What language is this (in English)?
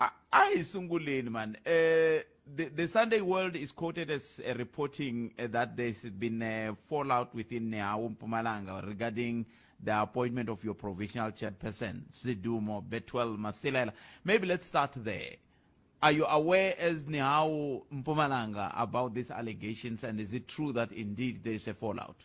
Tsonga